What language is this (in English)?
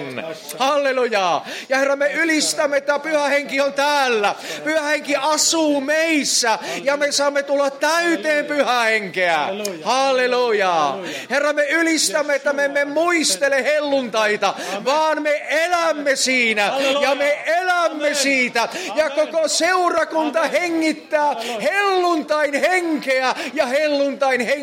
Finnish